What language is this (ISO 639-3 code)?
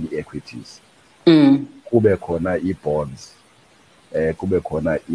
xho